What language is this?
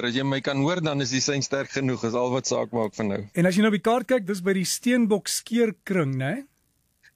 Afrikaans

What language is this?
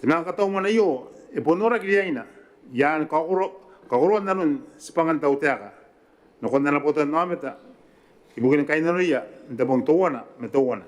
Gilbertese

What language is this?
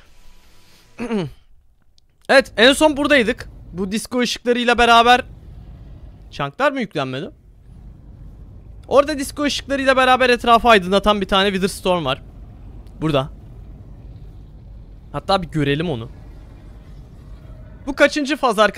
Turkish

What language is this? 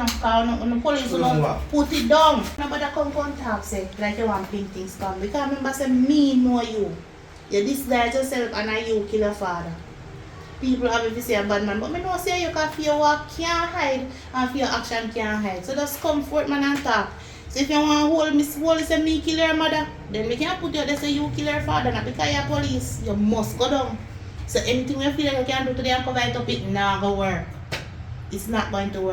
Jamaican Creole English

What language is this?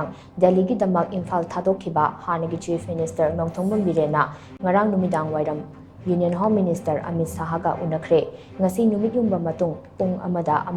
Manipuri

